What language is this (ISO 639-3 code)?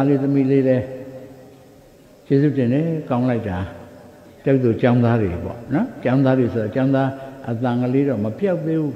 mya